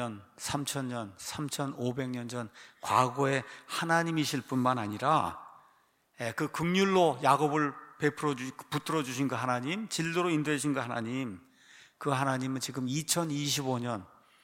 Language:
Korean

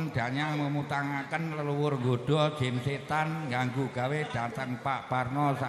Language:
Javanese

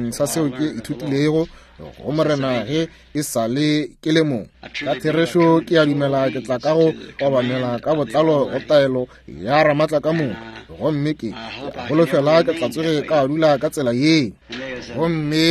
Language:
Northern Sotho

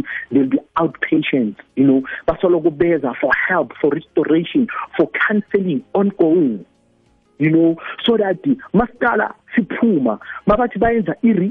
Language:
South Ndebele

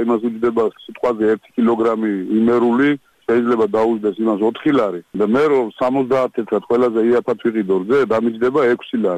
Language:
Georgian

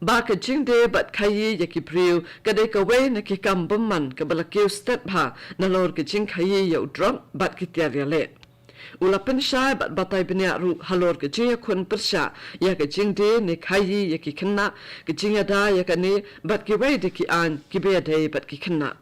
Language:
Khasi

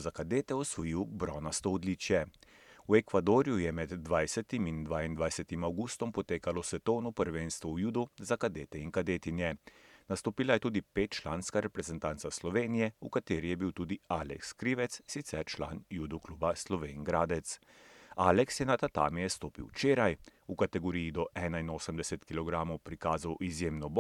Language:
Slovenian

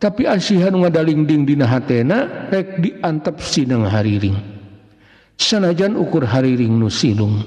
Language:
Sundanese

